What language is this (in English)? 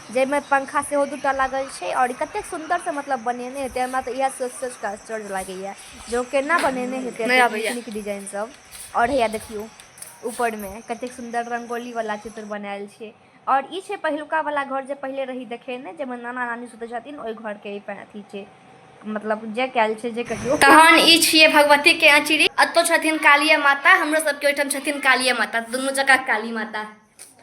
Maithili